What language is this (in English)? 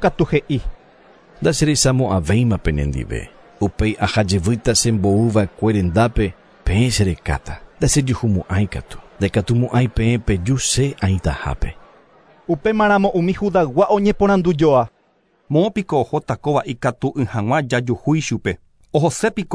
Guarani